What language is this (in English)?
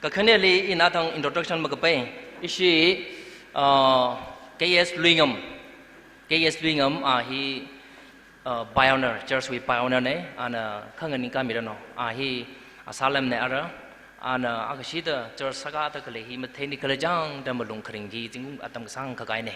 Tangkhul Naga (India)